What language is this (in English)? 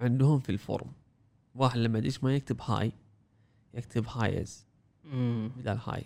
Gulf Arabic